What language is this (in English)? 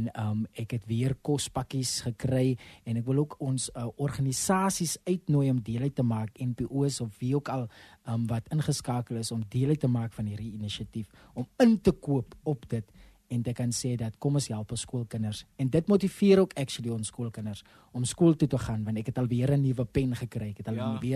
Afrikaans